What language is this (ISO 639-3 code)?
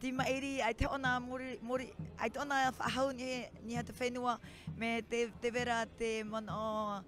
tah